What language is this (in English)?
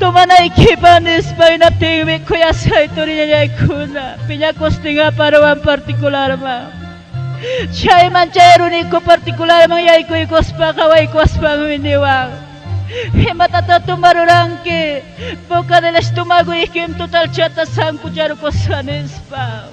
Ayacucho Quechua